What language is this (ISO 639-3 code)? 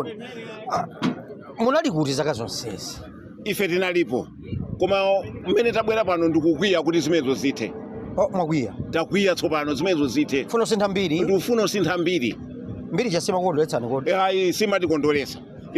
nya